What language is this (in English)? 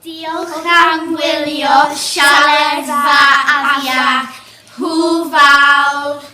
Welsh